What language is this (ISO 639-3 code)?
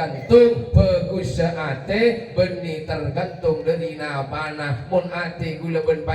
mad